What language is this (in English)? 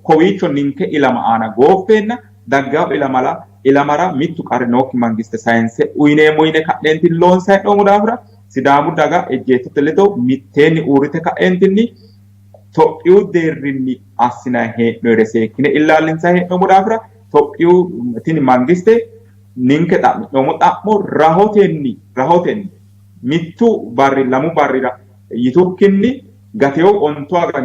Sidamo